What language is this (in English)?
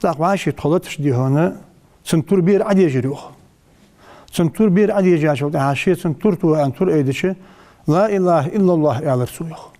Ingush